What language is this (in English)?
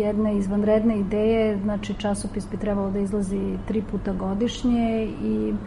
Serbian